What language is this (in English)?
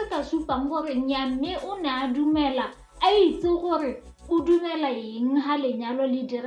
Tswana